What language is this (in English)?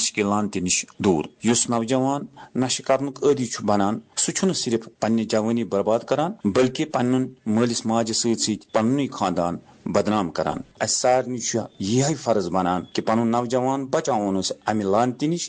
Kashmiri